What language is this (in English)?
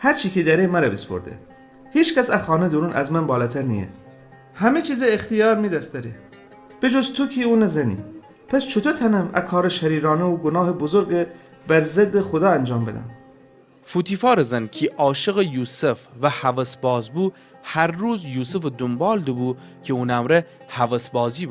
Gilaki